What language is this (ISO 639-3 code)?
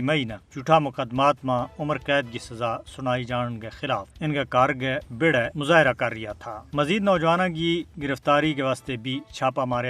gju